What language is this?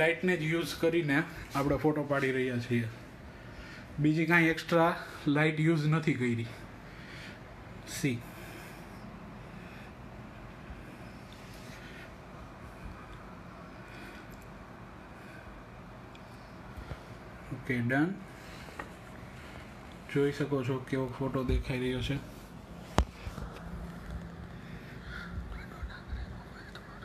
Gujarati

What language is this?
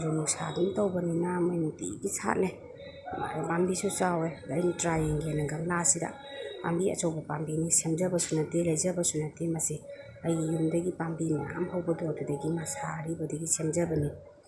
Manipuri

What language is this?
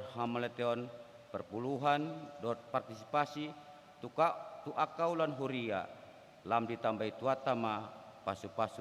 Batak Toba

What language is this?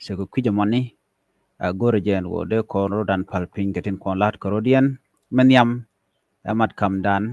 Nuer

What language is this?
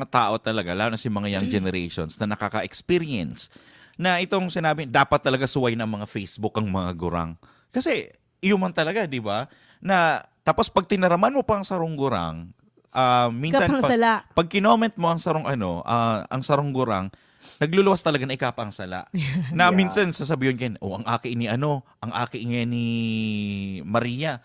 Bikol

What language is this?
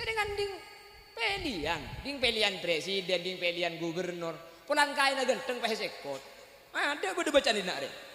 Madurese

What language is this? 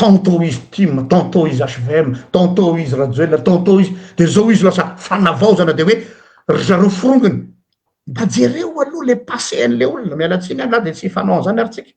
Malagasy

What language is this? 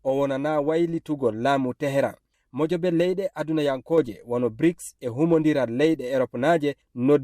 Fula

